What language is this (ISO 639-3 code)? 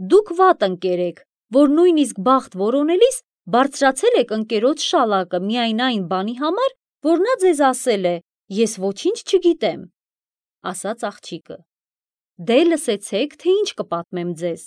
hye